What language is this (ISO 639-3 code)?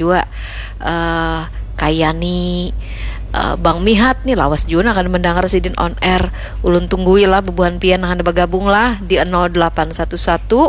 bjn